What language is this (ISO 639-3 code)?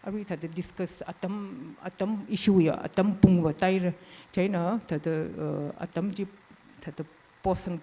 nmf